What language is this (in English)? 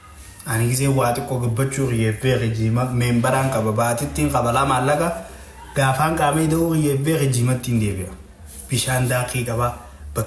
Oromo